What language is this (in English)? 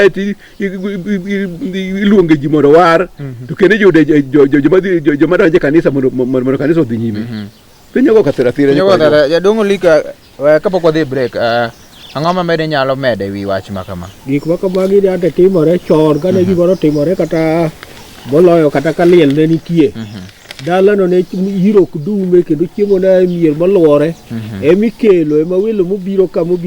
Luo (Kenya and Tanzania)